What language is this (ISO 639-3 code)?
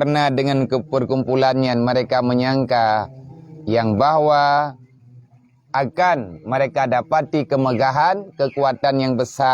ace